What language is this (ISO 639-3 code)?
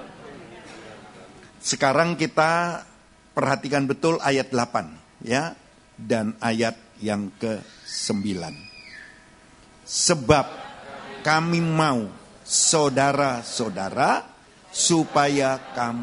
ind